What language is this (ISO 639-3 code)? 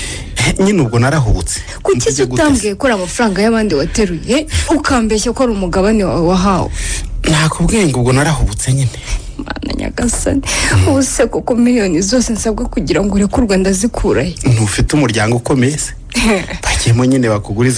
kin